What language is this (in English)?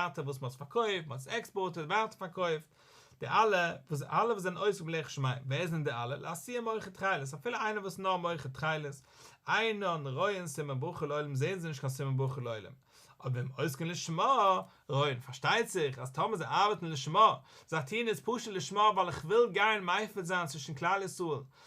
Yiddish